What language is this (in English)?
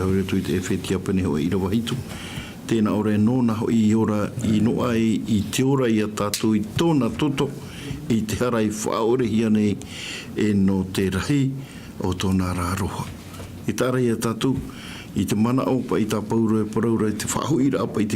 Tahitian